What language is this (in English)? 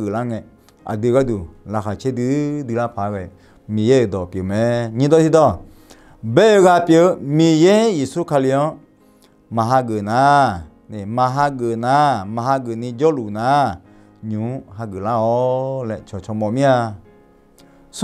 Akha